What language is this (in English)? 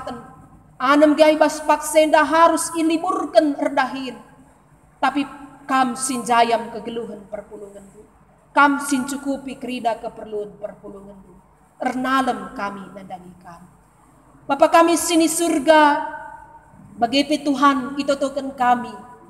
Batak Karo